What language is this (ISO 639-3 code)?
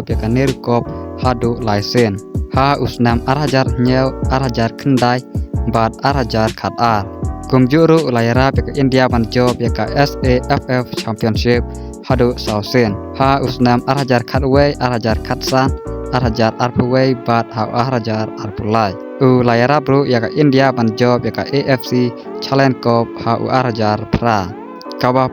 kha